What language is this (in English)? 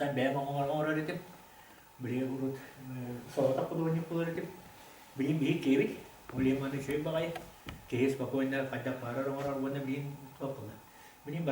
Yakut